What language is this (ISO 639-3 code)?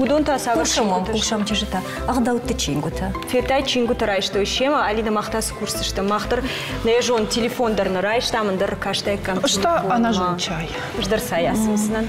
oss